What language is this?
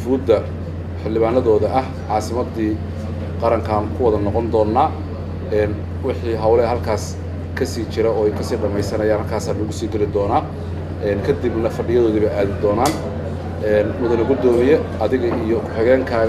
Somali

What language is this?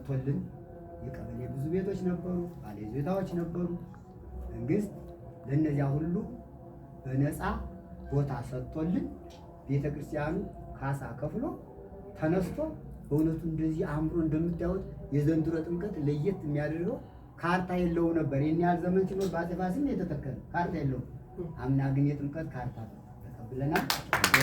Amharic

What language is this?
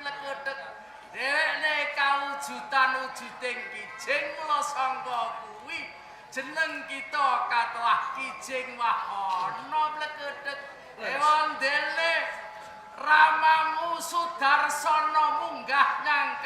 Javanese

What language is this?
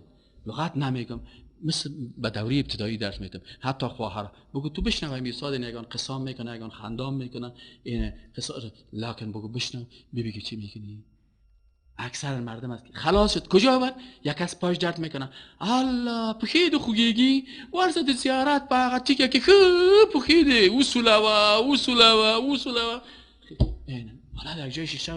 Persian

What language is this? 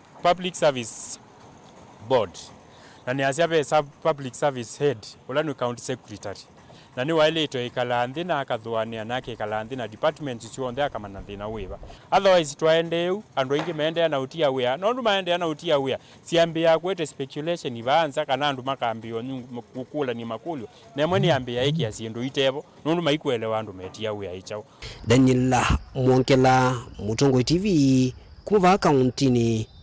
Kamba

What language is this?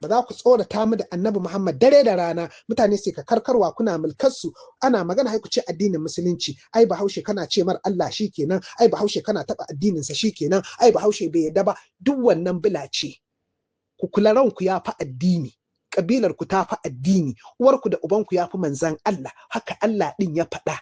Hausa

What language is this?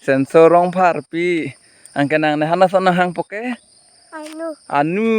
Karbi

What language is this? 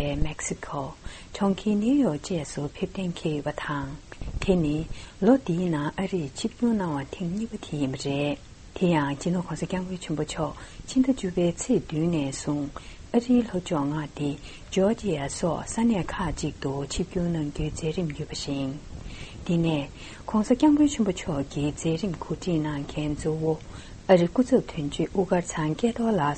Tibetan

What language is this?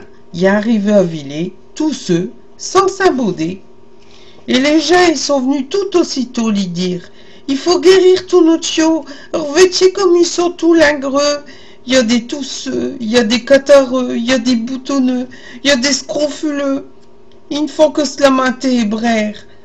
Picard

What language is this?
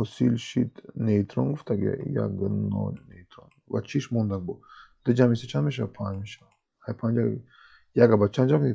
Tajik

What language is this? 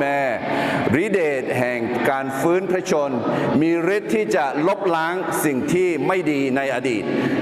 Akha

